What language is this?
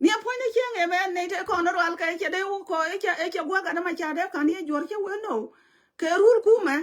Nuer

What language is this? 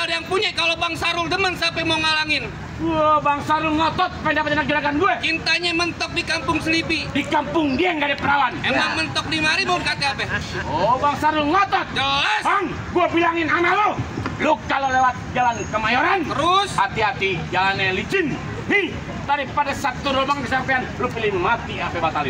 Betawi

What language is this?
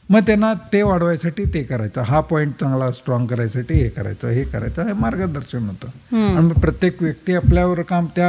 Marathi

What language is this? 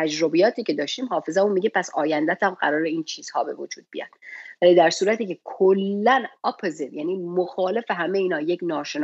Persian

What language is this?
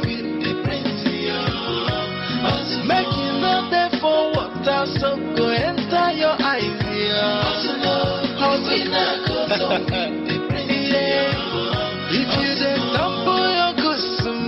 French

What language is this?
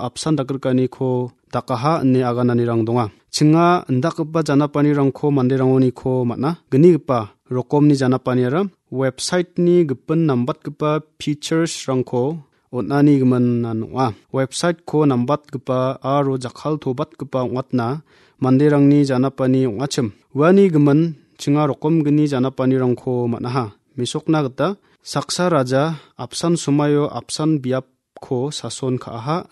Garo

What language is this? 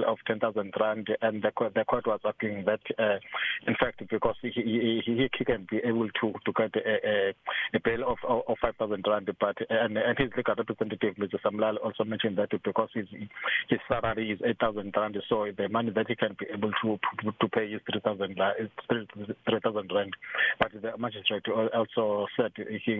English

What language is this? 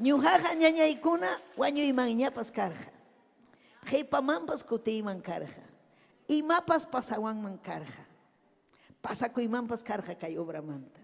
Ayacucho Quechua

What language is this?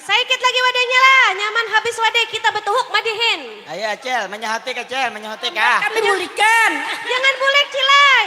Banjar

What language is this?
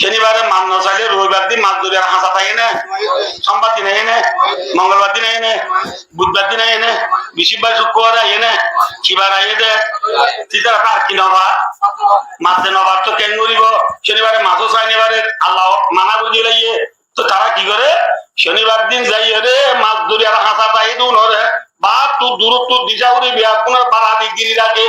Rohingya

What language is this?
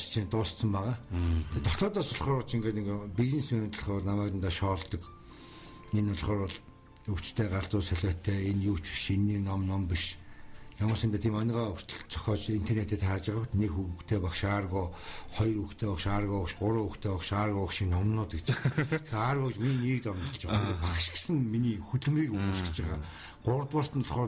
Mongolian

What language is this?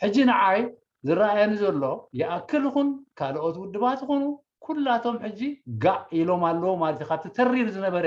Tigrinya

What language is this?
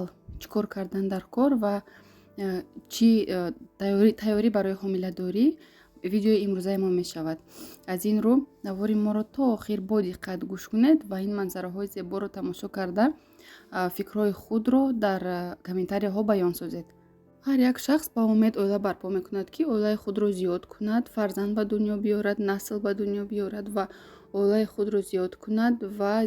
Tajik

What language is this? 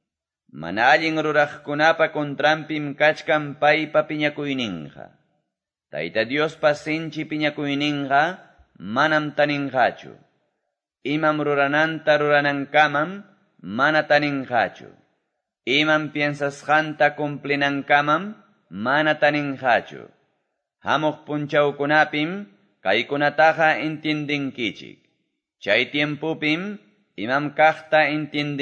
Quechua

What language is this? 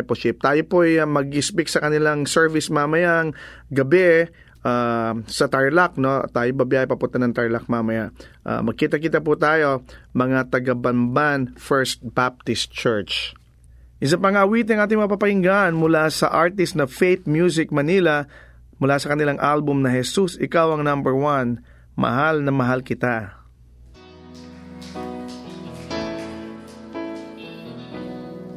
Filipino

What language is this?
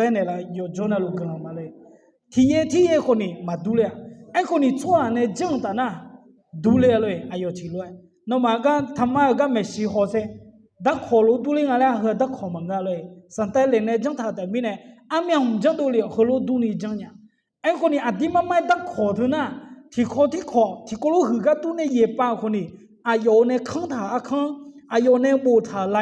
Akha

